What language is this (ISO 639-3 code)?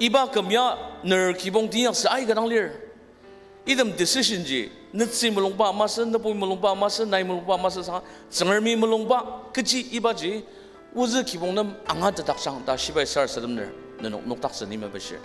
njo